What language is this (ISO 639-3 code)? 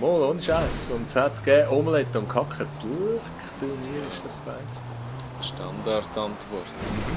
gsw